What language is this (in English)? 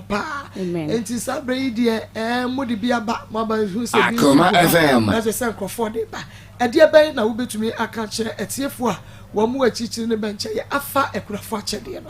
Akan